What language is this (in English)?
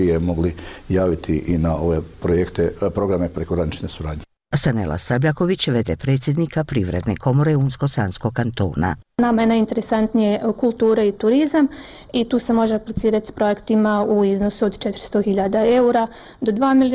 Bosnian